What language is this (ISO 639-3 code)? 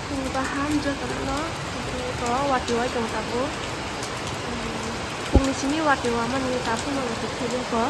trp